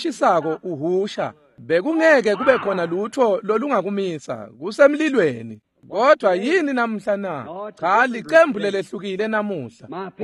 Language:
Swati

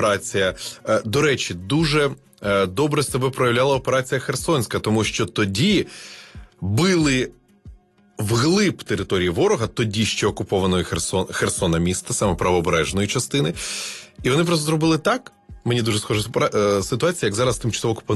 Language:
Ukrainian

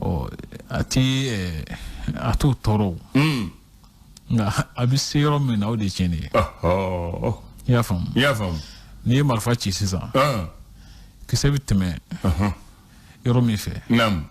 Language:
Bambara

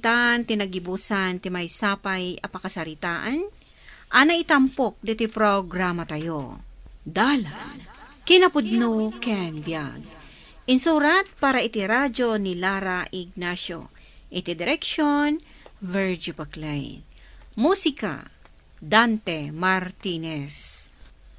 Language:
Iloko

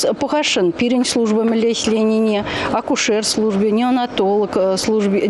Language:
Chuvash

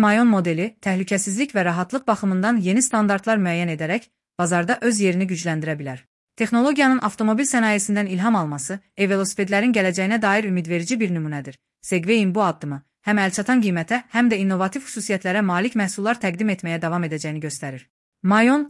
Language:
Azerbaijani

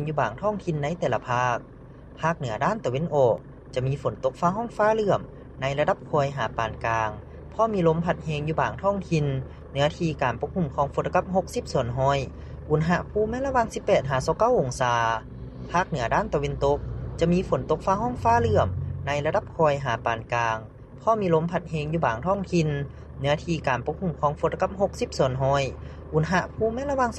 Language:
Lao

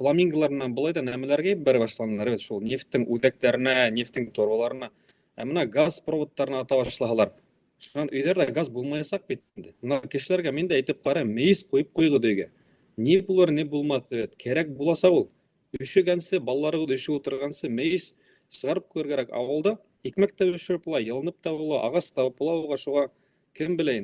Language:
Bashkir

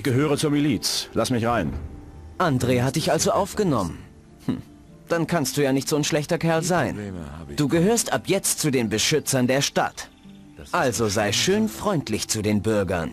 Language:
Bavarian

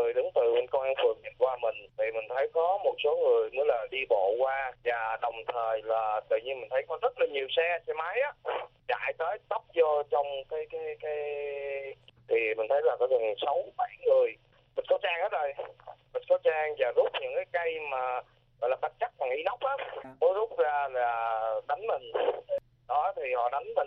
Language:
Vietnamese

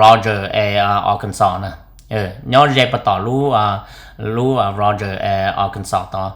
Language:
Hmong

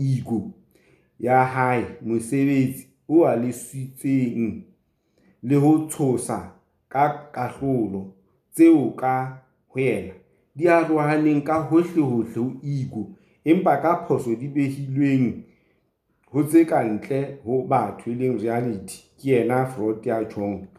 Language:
Southern Sotho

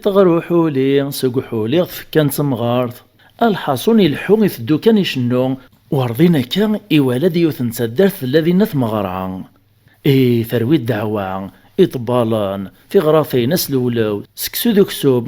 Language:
Kabyle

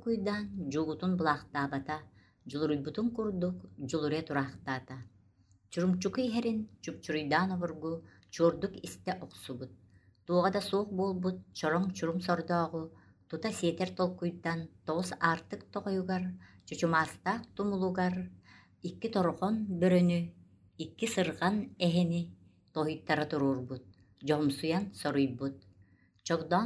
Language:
Yakut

